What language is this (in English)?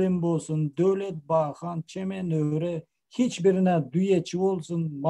Turkmen